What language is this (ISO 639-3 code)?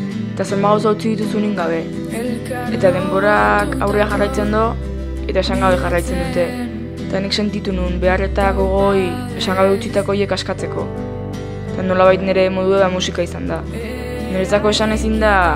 eus